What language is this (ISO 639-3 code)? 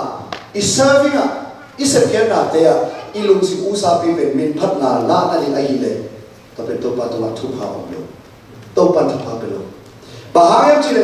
ctd